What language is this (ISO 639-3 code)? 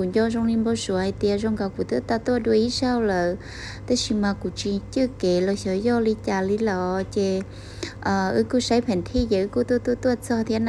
hmn